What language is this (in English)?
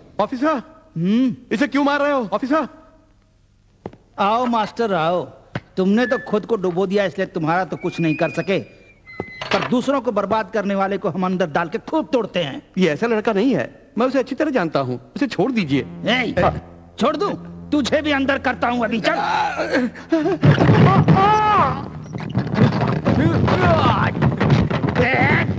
Hindi